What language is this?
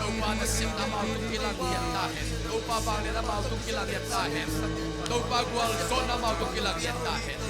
Tedim Chin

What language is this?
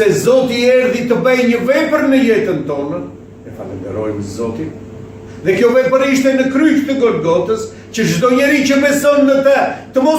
Albanian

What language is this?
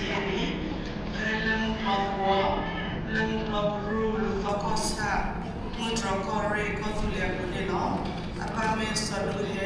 S'gaw Karen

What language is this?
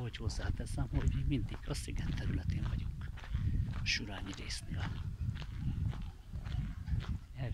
Hungarian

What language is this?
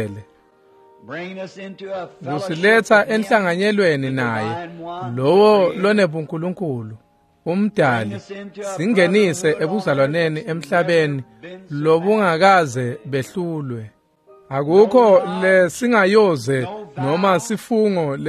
Swati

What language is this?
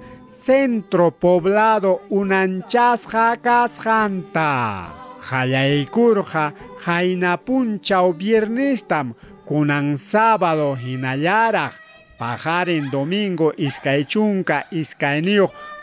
Ayacucho Quechua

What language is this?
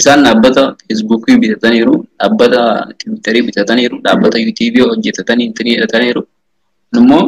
Oromo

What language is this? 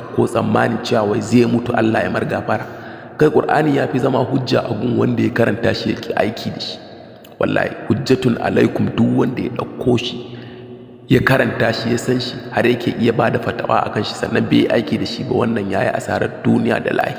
Hausa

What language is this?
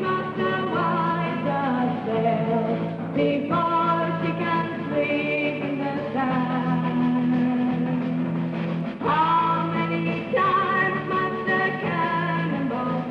English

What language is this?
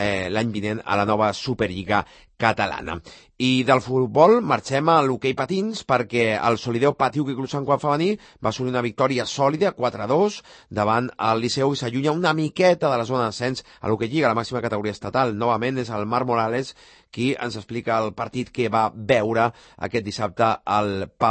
Catalan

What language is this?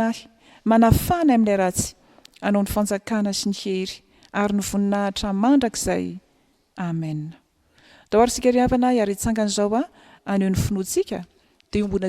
Malagasy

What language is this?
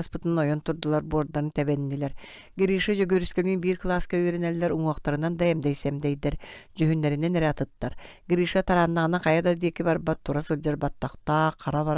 Yakut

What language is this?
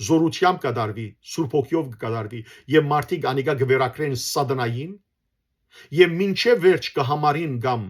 Western Armenian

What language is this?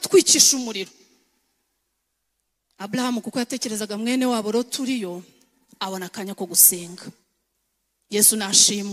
Kinyarwanda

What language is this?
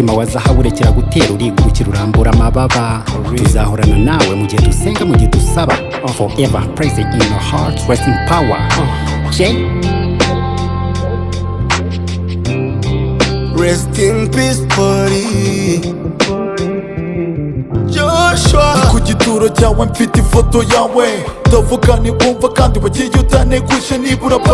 Kinyarwanda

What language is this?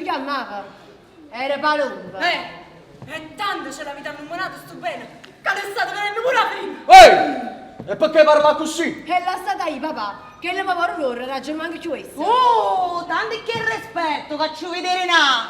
Neapolitan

